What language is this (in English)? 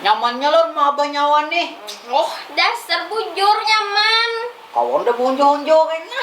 Banjar